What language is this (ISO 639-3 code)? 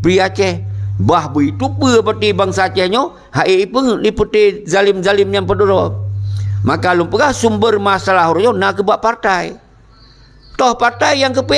ace